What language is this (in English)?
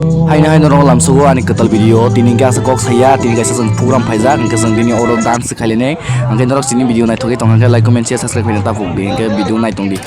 Kok Borok